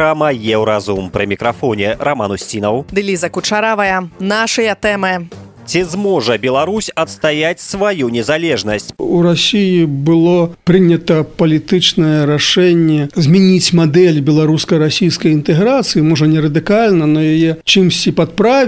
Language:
Belarusian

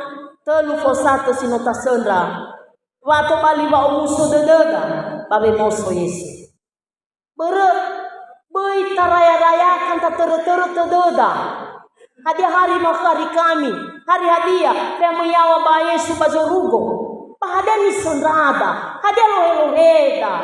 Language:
Nias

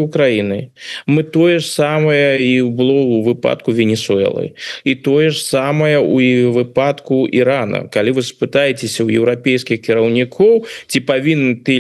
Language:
Belarusian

